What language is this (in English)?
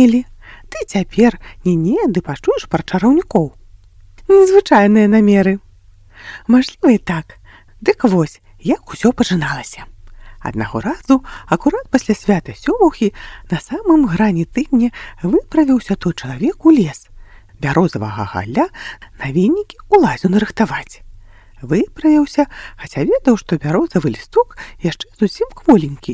Belarusian